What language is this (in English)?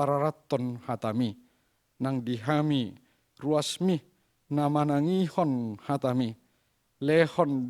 Batak Toba